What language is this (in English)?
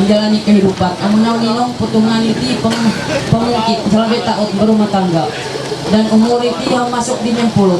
Ma'anyan